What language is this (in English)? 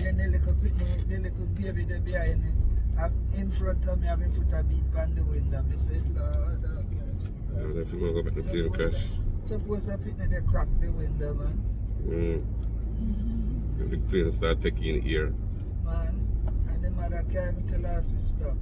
Jamaican Creole English